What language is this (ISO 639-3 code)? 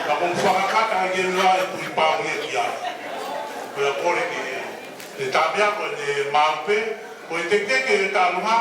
ton